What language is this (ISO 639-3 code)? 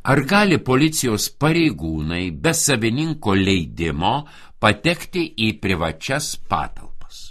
lit